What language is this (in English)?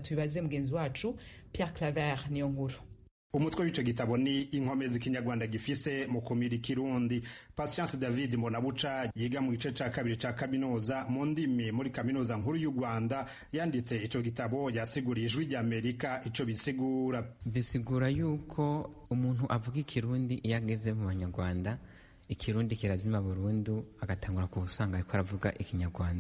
Rundi